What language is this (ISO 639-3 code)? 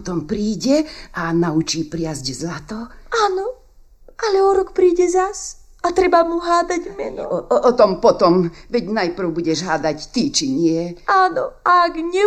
slk